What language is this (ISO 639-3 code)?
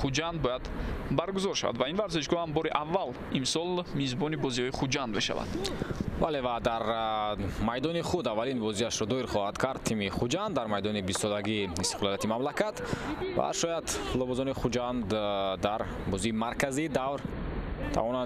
tgk